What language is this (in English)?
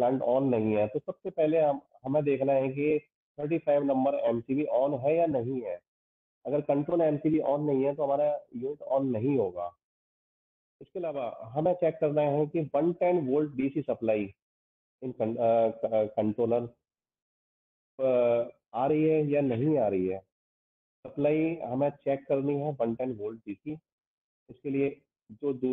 Hindi